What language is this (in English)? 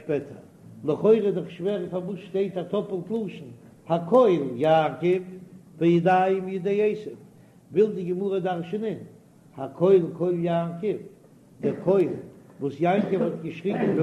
Yiddish